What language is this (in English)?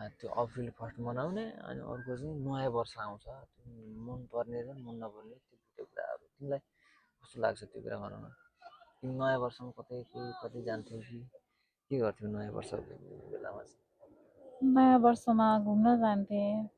Nepali